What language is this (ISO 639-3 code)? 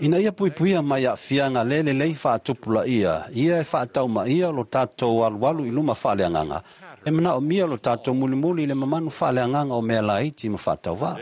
smo